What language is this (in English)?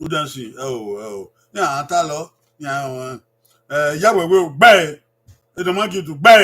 Bini